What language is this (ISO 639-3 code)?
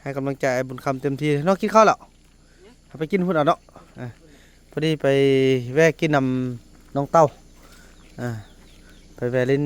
tts